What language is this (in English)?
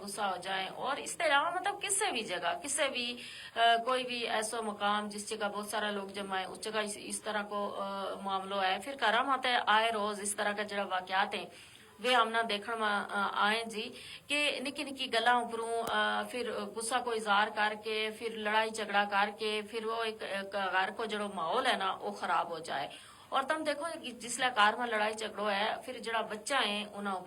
Gujari